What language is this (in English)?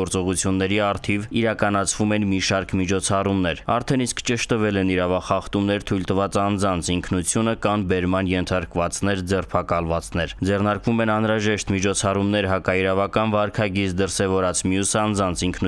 Armenian